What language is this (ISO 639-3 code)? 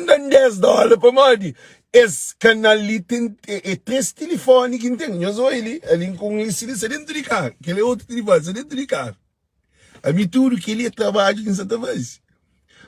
kea